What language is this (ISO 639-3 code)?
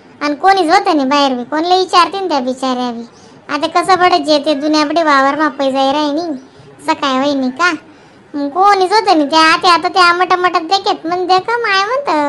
khn